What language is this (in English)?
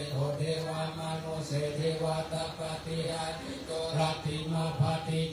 Pali